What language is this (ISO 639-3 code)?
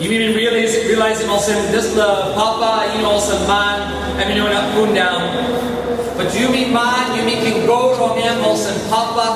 tpi